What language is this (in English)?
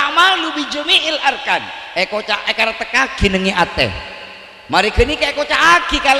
Madurese